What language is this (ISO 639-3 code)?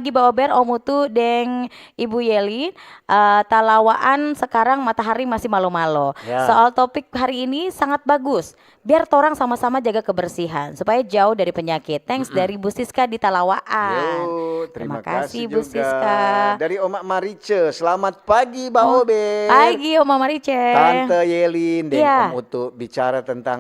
xmm